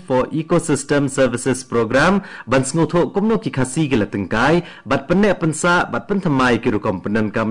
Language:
Khasi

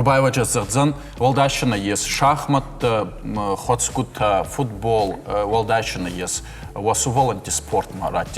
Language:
Ossetic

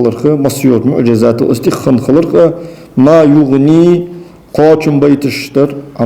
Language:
Ingush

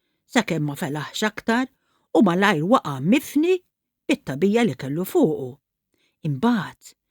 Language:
Maltese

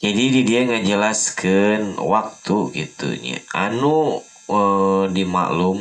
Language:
Sundanese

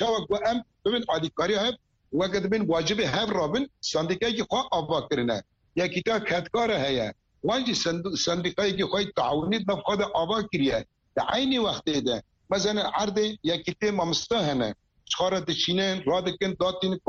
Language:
Kurdish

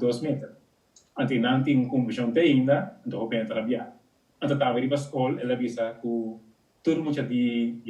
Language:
Papiamento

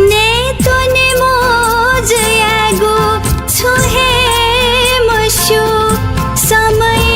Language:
Newari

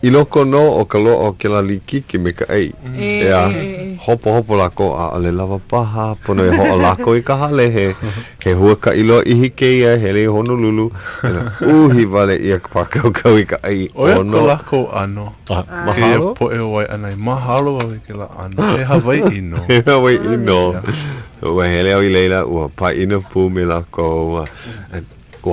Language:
Hawaiian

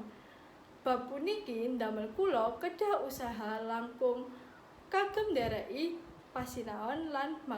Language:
Javanese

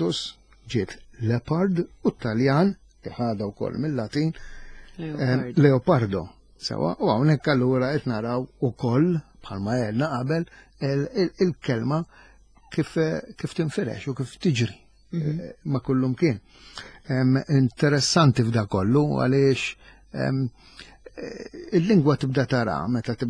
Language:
Maltese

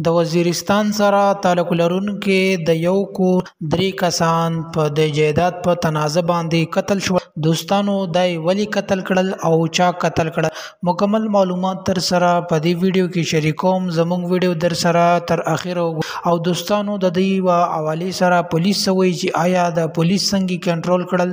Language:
Pashto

